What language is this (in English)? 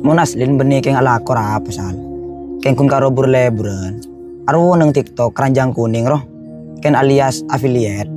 Madurese